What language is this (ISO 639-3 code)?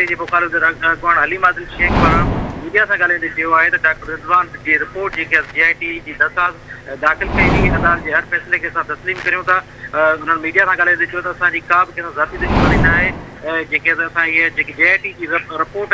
snd